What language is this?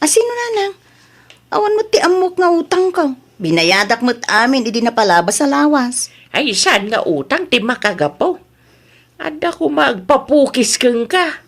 Iloko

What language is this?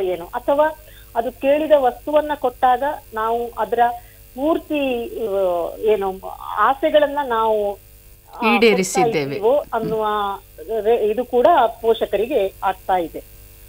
Kannada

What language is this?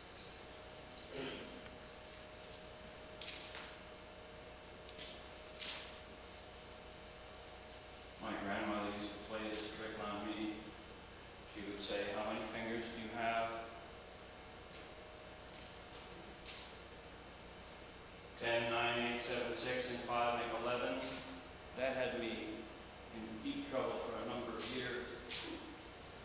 English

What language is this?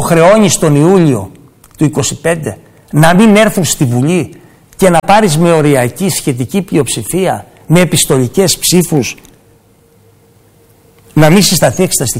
Greek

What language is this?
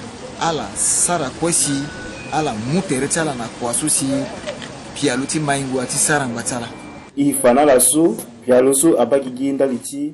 Sango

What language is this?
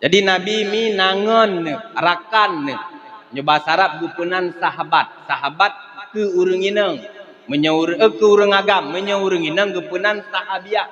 Achinese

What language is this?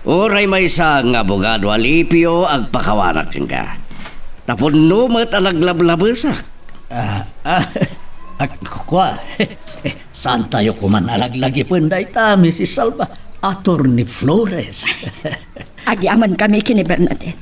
Iloko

